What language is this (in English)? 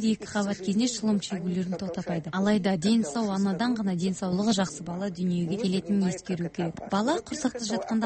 Kazakh